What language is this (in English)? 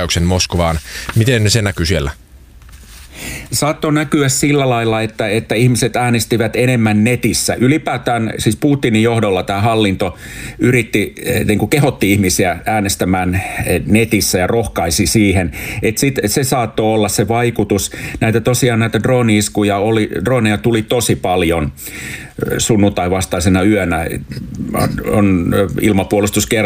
Finnish